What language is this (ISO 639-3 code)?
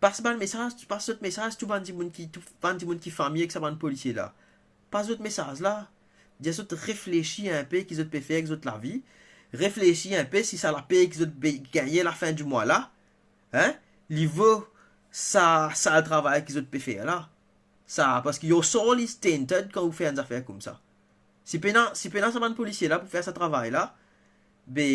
mfe